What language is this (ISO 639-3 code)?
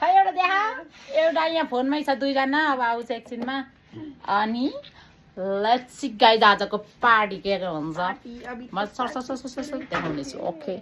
nep